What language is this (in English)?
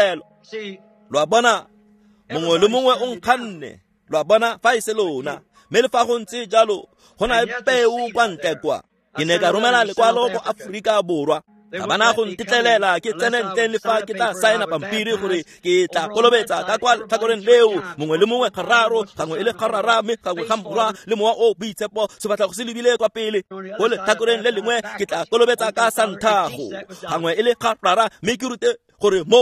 Tswana